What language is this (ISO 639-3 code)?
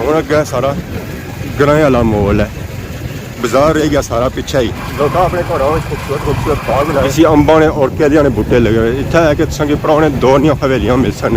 phr